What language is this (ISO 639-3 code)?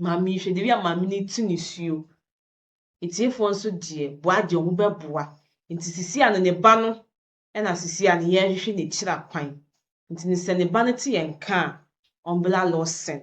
aka